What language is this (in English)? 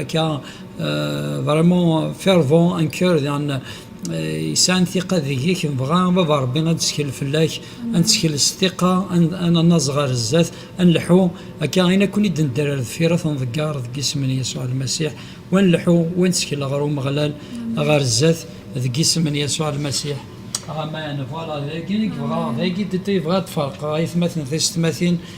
Kabyle